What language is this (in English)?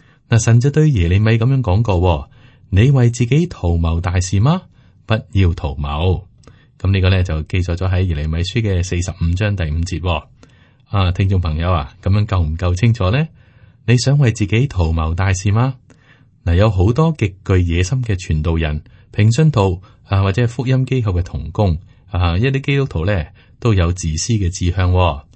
Cantonese